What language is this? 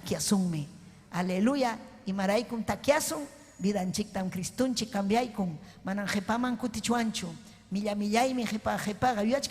Ayacucho Quechua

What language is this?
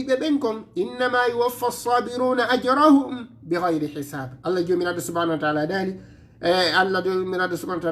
Fula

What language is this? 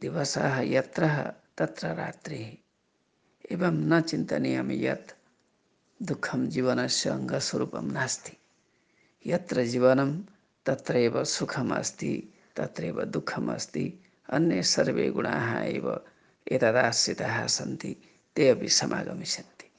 Sanskrit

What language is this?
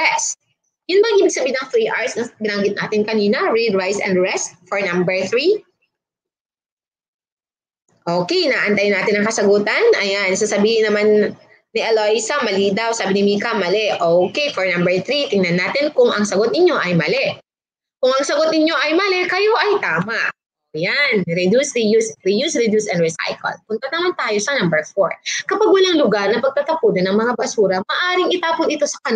Filipino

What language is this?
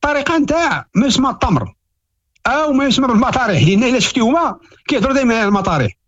Moroccan Arabic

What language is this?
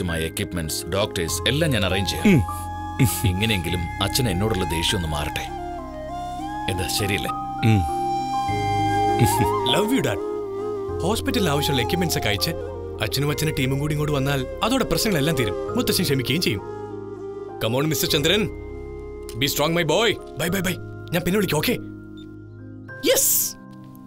Malayalam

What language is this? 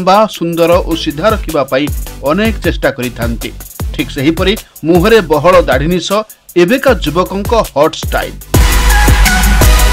Odia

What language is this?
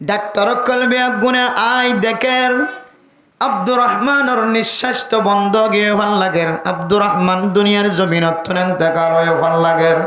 Rohingya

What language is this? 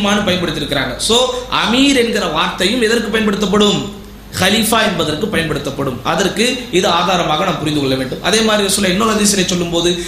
Tamil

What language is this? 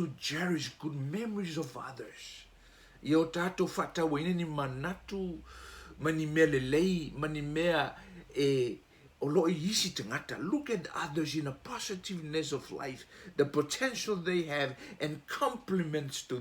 Samoan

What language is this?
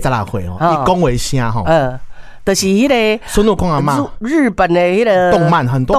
Min Nan Chinese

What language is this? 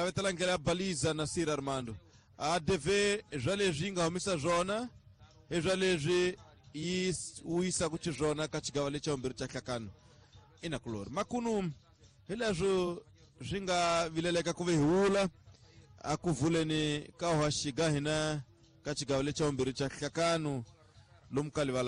Tsonga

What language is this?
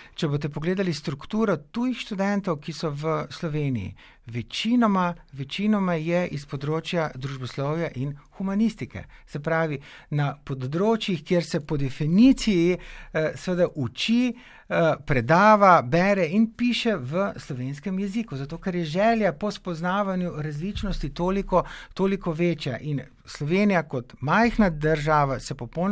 Slovenian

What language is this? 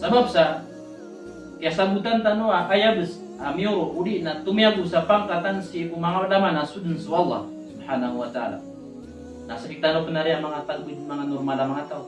Maranao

